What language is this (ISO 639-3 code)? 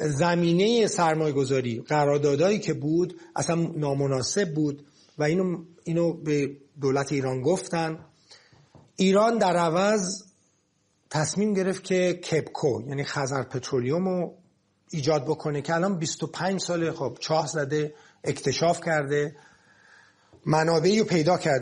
fas